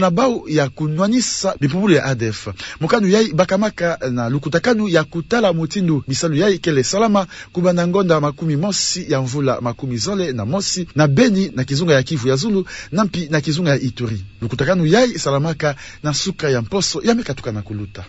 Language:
Kituba (Democratic Republic of Congo)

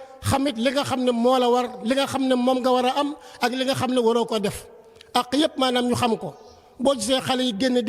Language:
Wolof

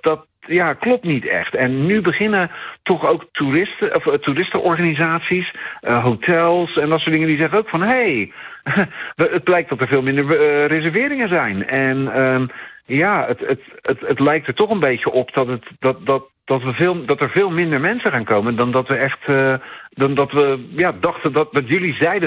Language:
Dutch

